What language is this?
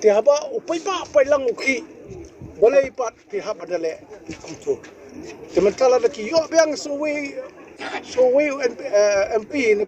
Khasi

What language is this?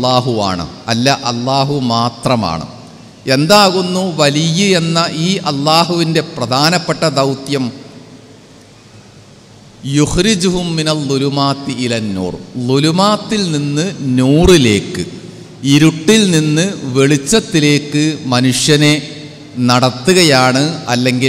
Malayalam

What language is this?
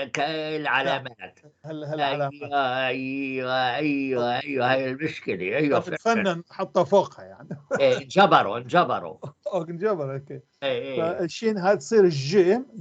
North Levantine Arabic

